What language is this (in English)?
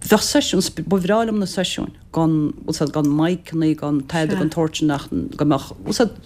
Irish